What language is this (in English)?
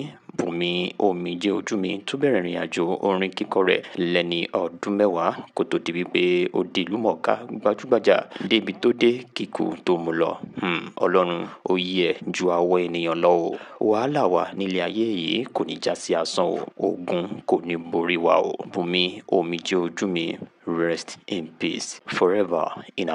Yoruba